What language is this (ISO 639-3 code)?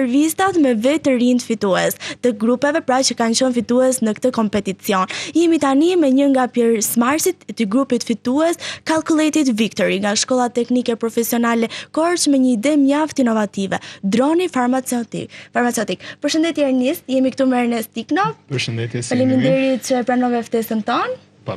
sqi